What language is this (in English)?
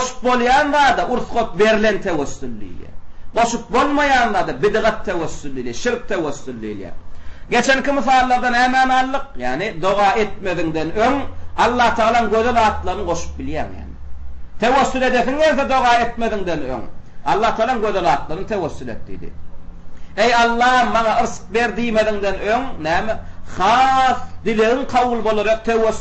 Turkmen